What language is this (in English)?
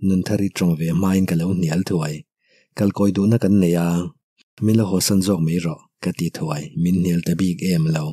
Mizo